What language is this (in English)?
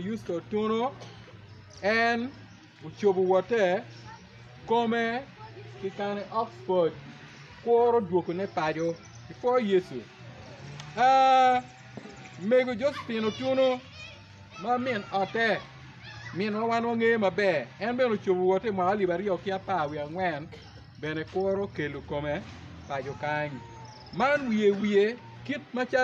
Acoli